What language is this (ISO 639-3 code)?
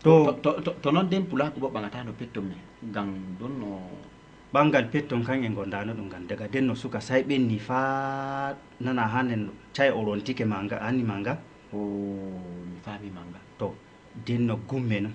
ful